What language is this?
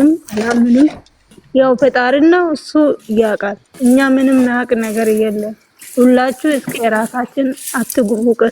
Amharic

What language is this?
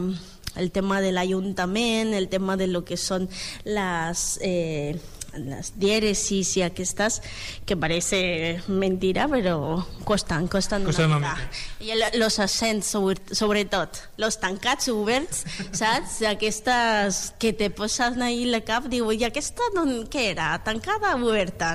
Catalan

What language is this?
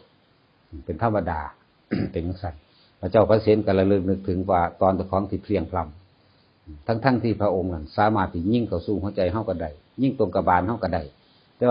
Northeastern Thai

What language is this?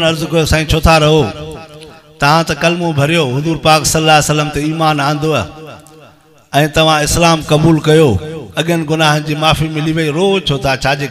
Sindhi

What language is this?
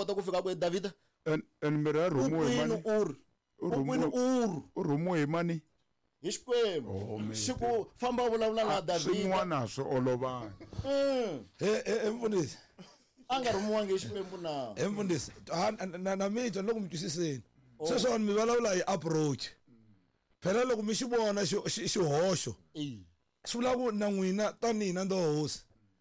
Tsonga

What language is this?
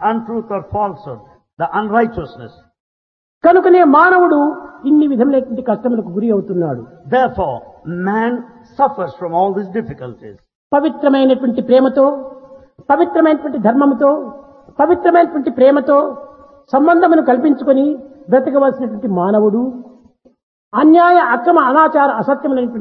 Telugu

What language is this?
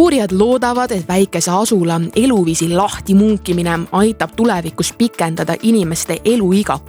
Estonian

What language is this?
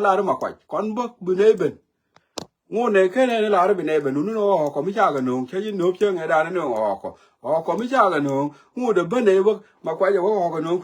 Nuer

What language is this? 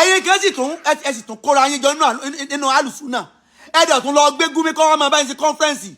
Yoruba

